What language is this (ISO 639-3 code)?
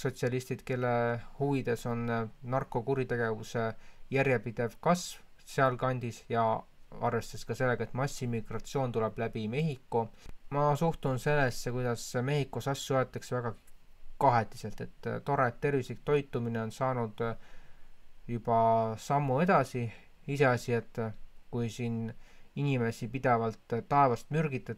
est